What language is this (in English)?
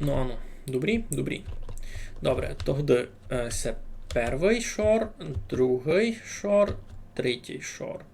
Rusyn